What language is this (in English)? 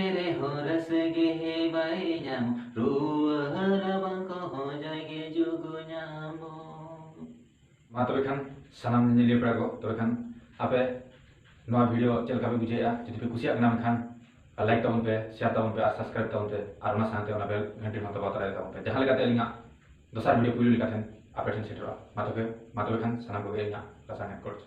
Santali